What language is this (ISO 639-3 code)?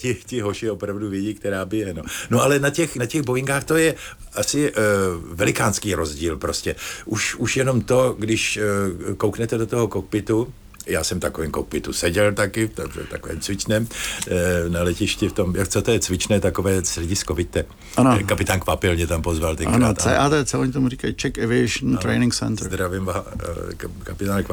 ces